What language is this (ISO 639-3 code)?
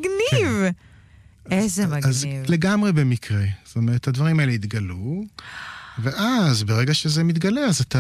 heb